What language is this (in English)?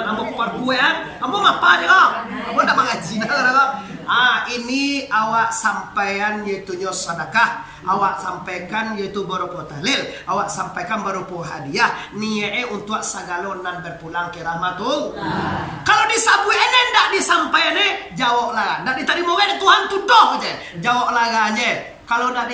Minangkabau